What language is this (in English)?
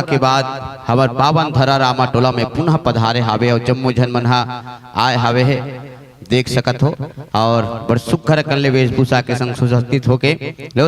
Chhattisgarhi